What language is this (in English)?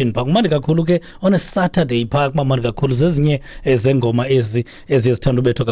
Xhosa